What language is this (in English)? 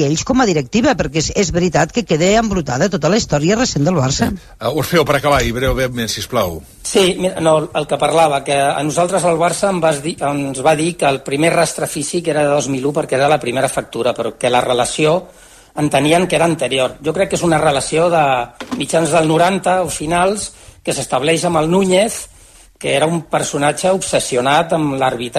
Catalan